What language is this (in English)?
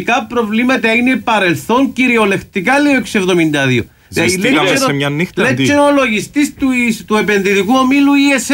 Greek